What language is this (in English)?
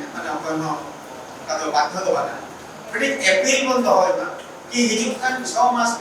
Santali